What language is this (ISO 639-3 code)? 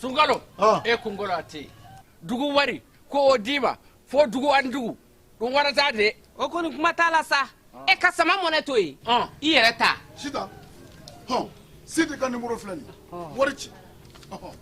bam